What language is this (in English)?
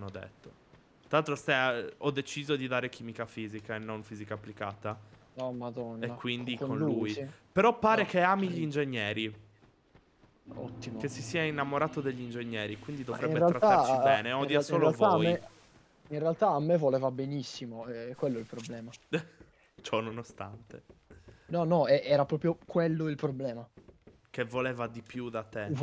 Italian